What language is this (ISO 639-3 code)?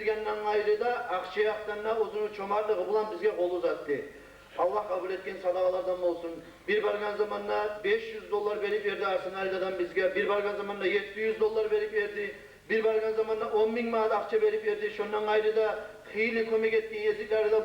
kum